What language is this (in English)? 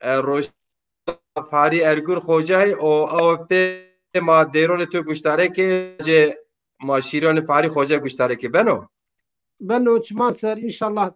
Zaza